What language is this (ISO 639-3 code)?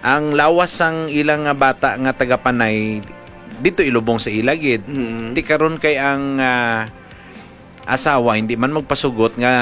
hil